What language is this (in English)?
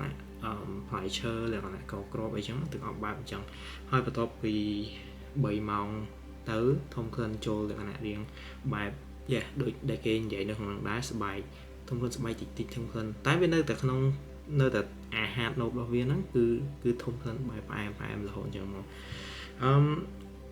Khmer